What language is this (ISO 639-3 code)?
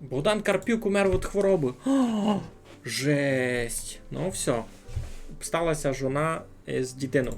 rue